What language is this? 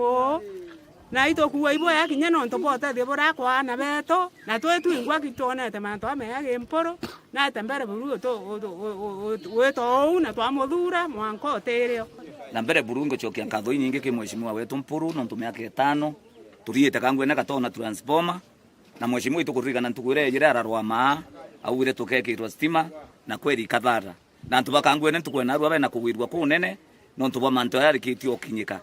Meru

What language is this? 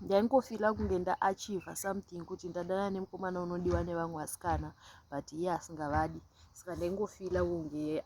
Shona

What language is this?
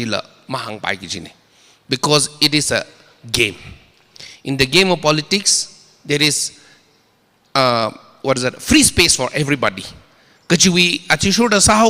Tangkhul Naga (India)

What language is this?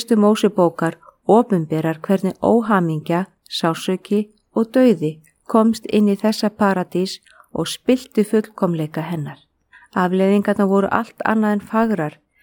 Icelandic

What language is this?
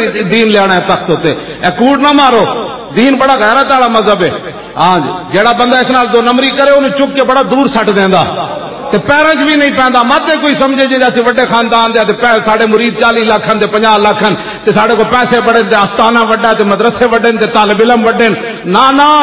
Western Panjabi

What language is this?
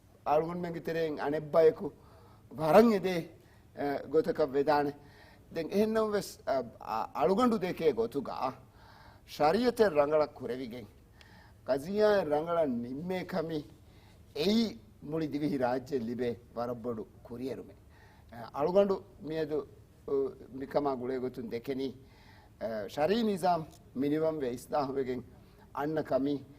Divehi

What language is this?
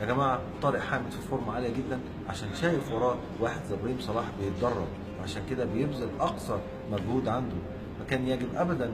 Egyptian Arabic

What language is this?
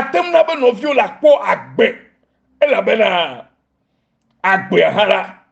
Ewe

